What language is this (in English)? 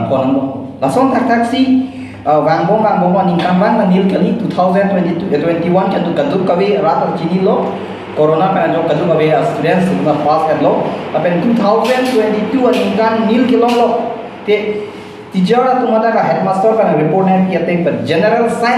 Karbi